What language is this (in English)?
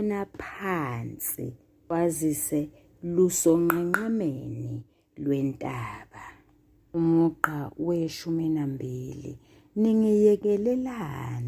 Zulu